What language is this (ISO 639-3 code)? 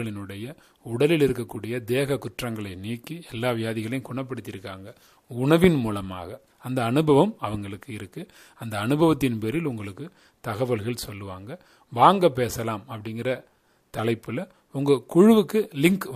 tam